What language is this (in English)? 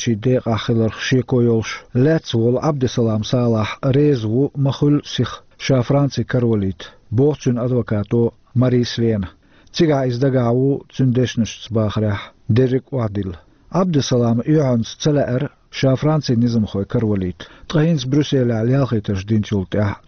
Chechen